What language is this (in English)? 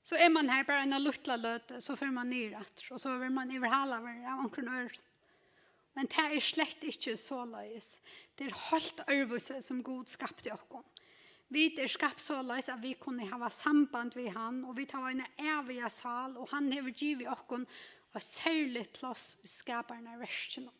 Faroese